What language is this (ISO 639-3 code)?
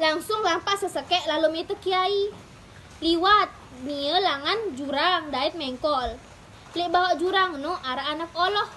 sas